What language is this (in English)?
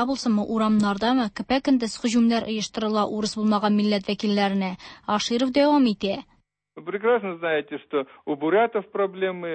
Tatar